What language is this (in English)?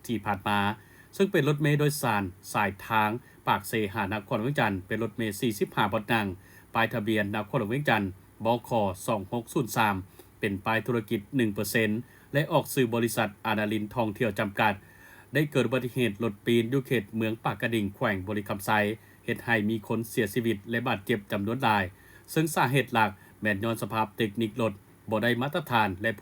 Lao